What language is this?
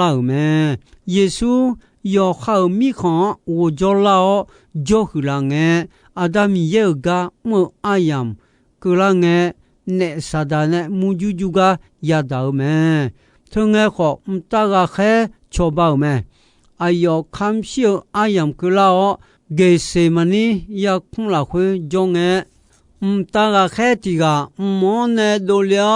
Akha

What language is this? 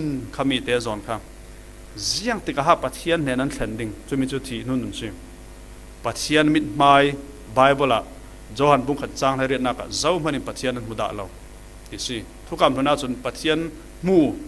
Falam Chin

